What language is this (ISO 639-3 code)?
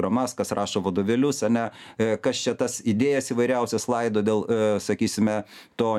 lit